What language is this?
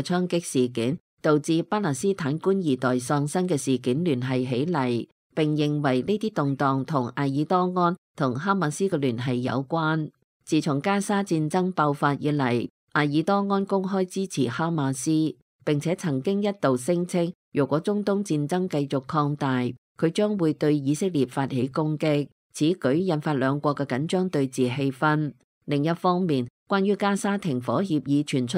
Cantonese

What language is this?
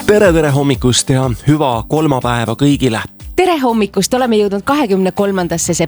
Estonian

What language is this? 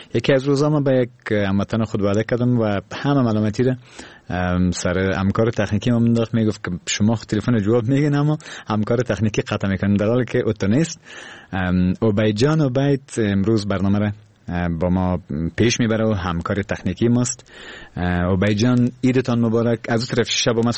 Persian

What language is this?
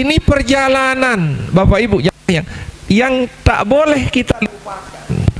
Sasak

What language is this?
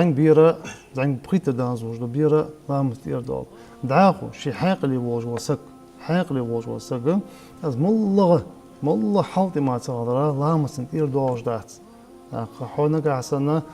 Ingush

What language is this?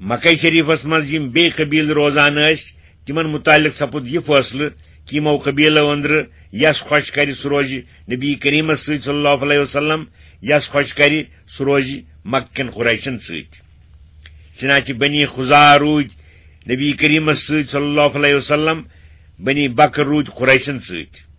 Kashmiri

